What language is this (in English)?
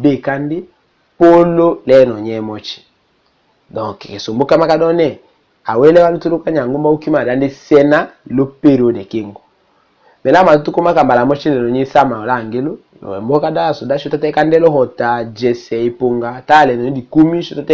Tetela